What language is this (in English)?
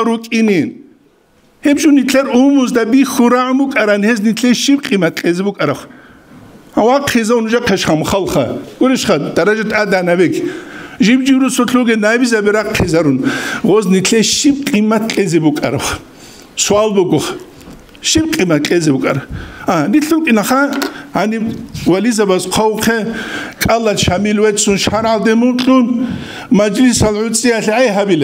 Avaric